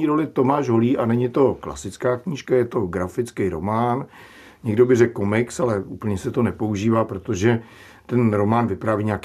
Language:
Czech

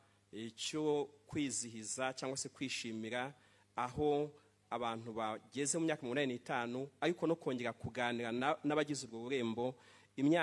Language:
Kinyarwanda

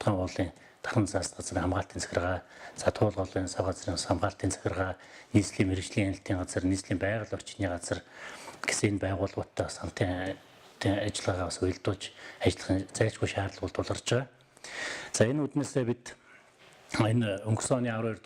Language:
Mongolian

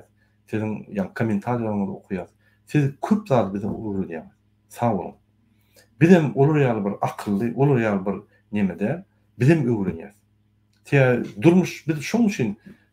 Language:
Turkmen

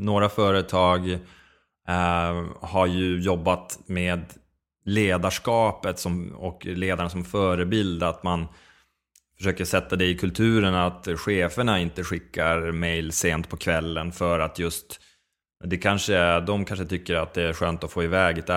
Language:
Swedish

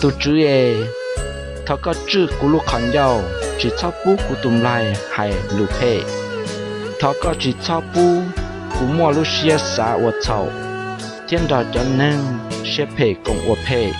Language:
Hmong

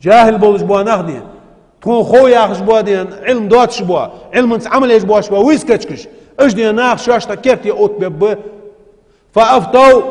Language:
Ingush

